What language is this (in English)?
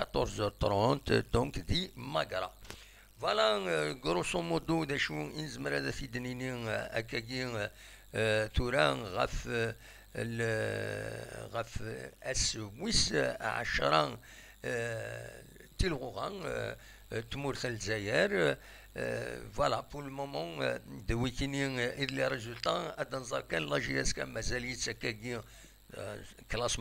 Kabyle